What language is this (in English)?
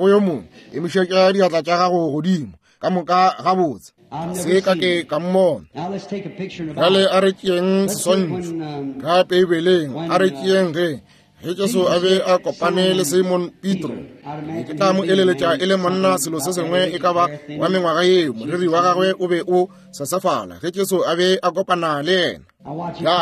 Northern Sotho